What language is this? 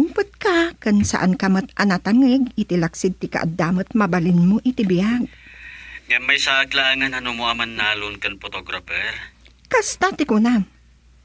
Iloko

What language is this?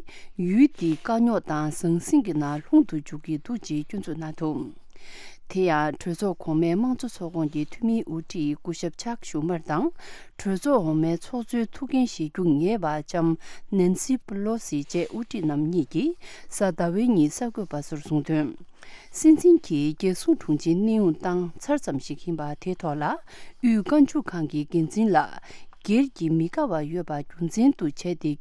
Tibetan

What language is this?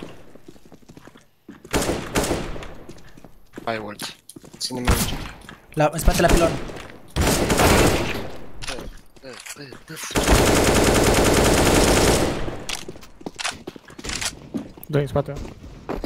Romanian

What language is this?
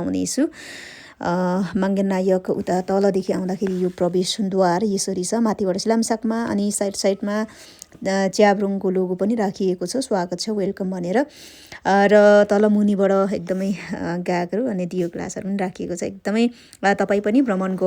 Nepali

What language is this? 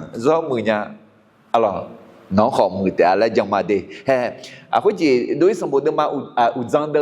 Akha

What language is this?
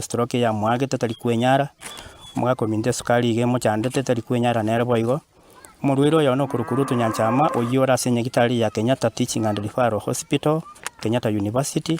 Gusii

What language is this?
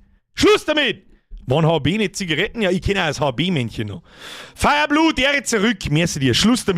Bavarian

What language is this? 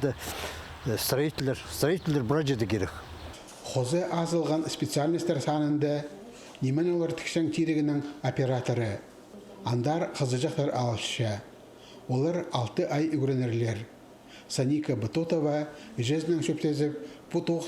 Khakas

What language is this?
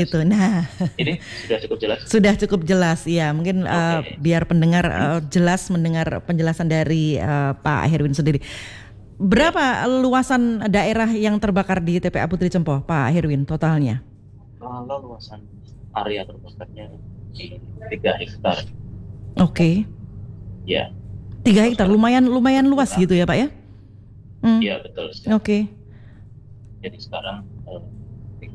Indonesian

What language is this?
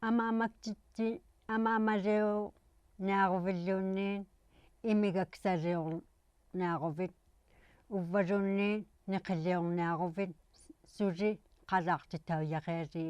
Inuktitut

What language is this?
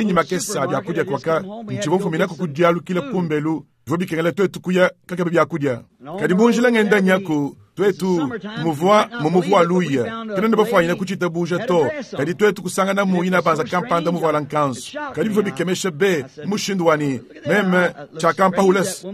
Luba-Lulua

